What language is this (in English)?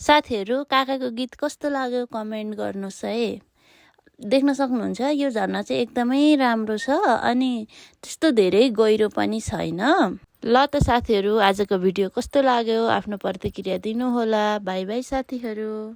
Nepali